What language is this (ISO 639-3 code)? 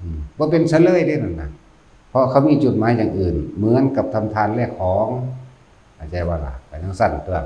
tts